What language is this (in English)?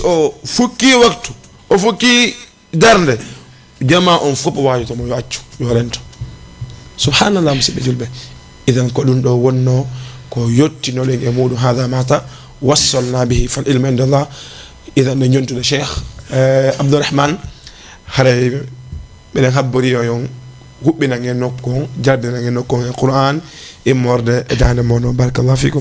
Fula